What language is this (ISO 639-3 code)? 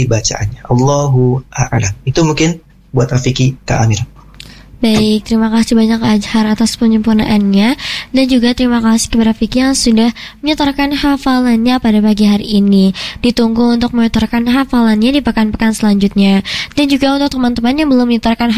ind